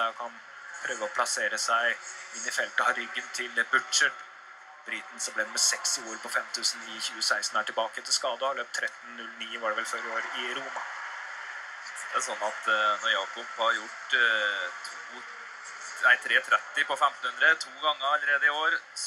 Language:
Norwegian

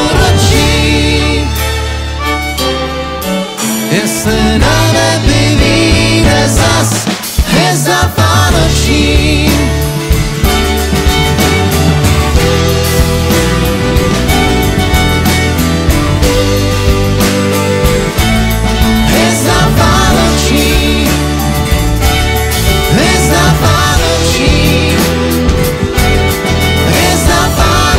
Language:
Czech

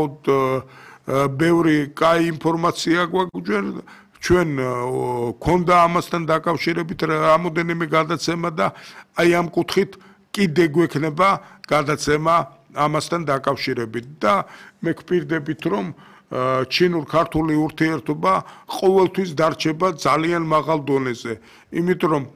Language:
Georgian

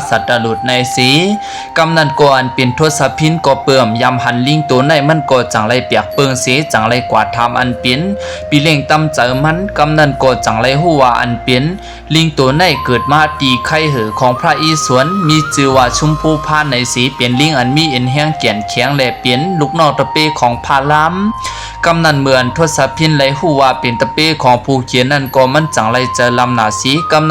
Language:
Shan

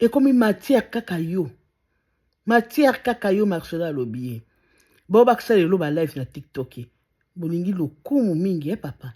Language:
Lingala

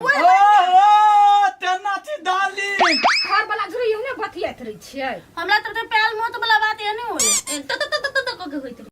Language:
Maithili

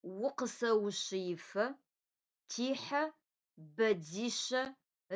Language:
Adyghe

